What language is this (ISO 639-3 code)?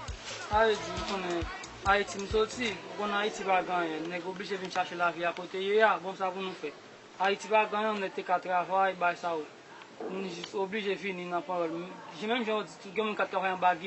hat